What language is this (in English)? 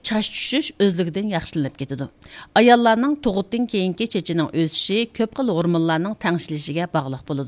Uyghur